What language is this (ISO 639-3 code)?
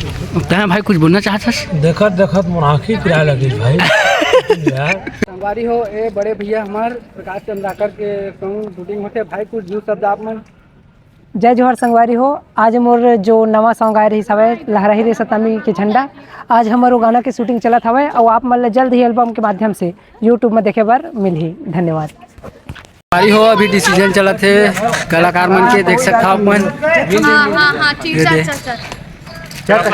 hne